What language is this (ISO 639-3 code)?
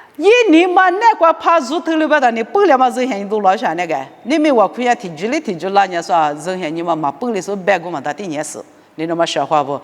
lis